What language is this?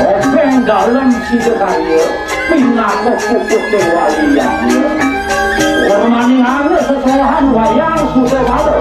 Balinese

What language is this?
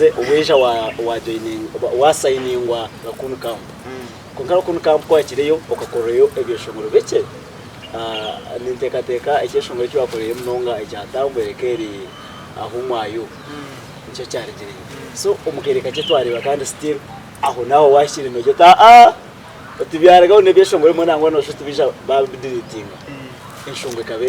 Nyankole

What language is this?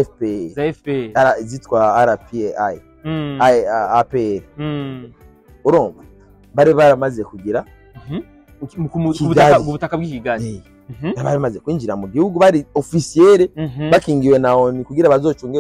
Rundi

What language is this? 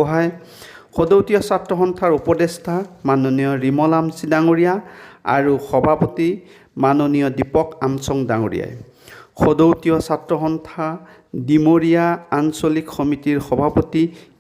Assamese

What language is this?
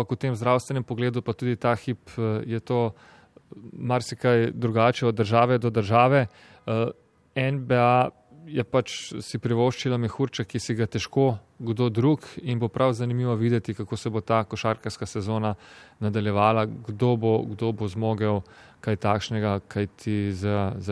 Slovenian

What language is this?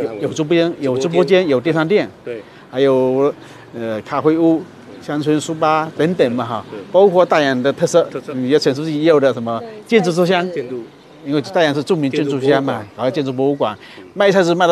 Chinese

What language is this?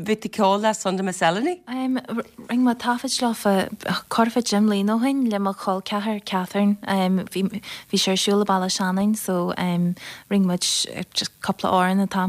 Irish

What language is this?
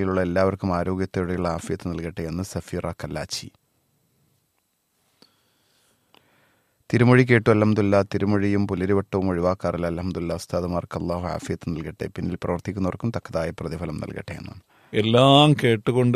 Malayalam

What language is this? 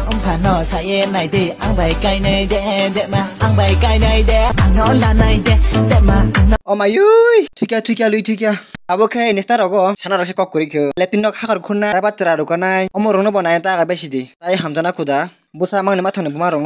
Kok Borok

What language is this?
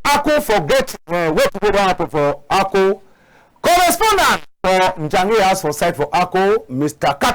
Cameroon Pidgin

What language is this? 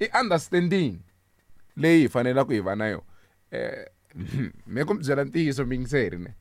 Tsonga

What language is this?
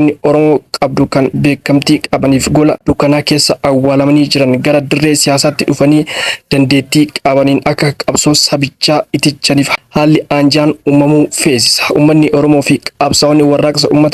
Oromo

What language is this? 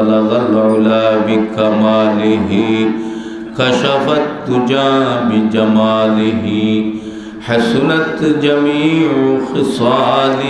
Sylheti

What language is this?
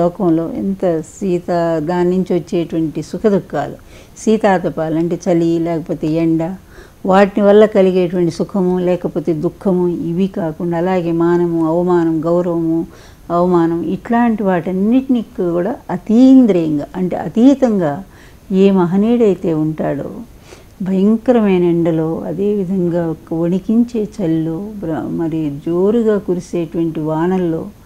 Telugu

